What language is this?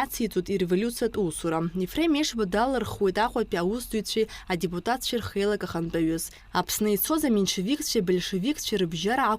Abkhazian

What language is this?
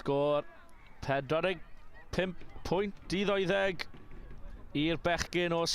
Welsh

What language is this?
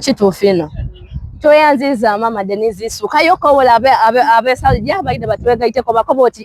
Soga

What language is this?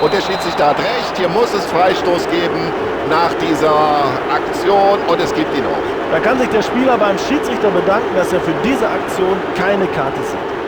Bavarian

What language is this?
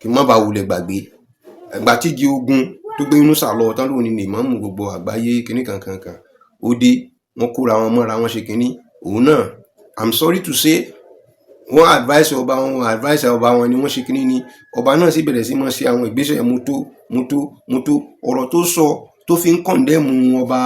Yoruba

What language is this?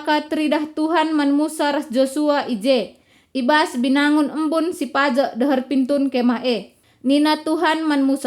Batak Karo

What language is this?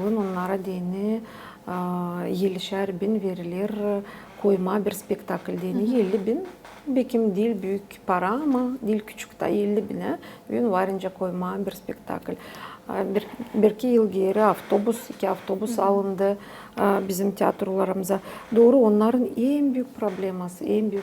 Gagauz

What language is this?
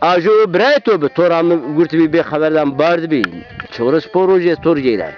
Zaza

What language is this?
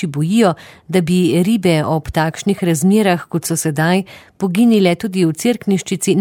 Slovenian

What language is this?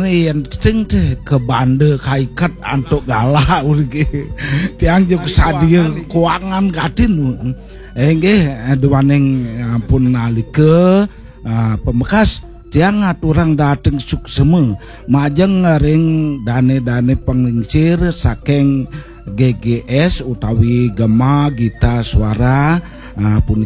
Balinese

